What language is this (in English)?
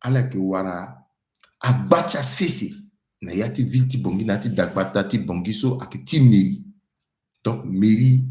Sango